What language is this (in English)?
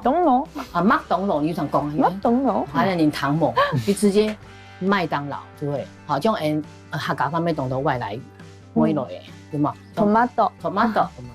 Hakka Chinese